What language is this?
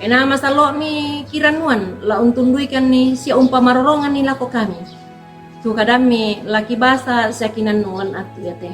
Toraja-Sa'dan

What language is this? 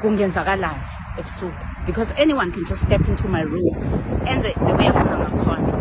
Zulu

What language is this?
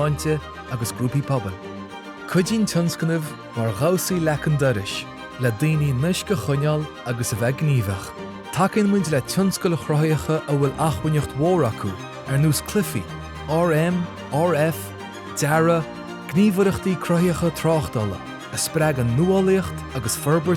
Irish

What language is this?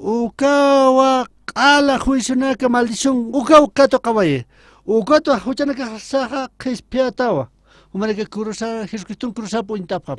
Aymara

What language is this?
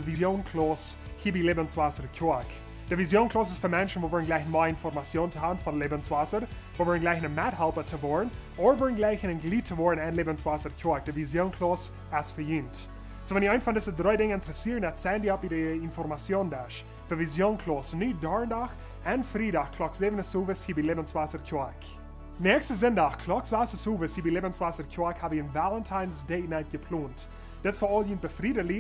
Plautdietsch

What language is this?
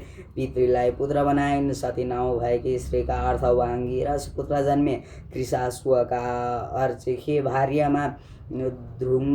Nepali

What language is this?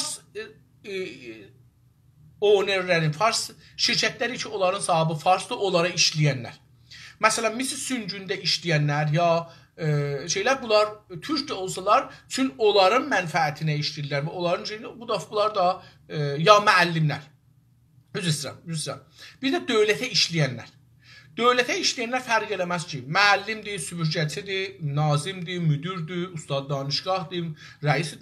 South Azerbaijani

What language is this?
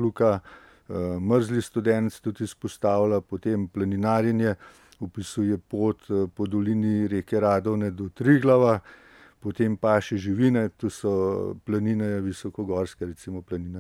Slovenian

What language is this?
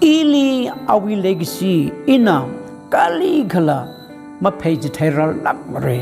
Tangkhul Naga (India)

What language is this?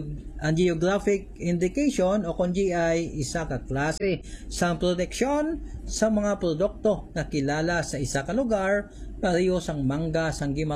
Hiligaynon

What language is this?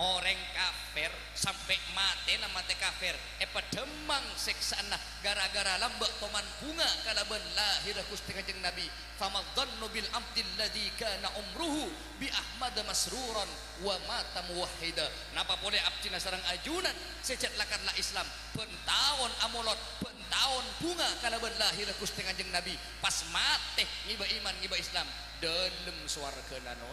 Madurese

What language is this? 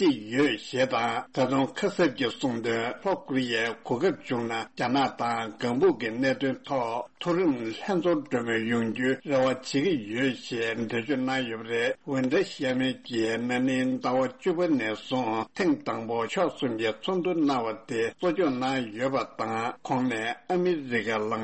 Tibetan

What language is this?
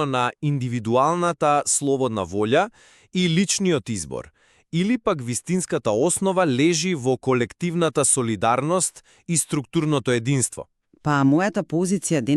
Macedonian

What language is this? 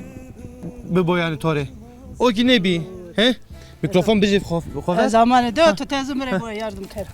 Zaza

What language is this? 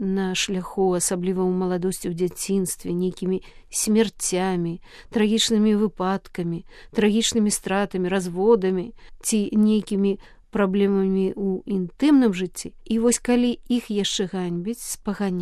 Belarusian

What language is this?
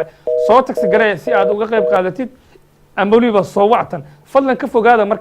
Somali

